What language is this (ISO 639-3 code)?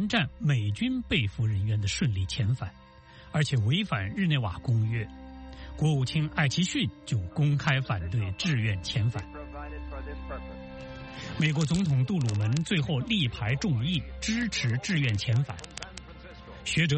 zho